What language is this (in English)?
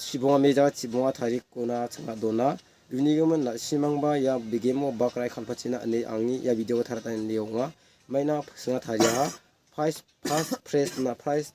Garo